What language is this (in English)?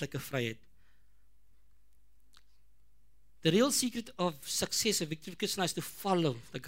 Afrikaans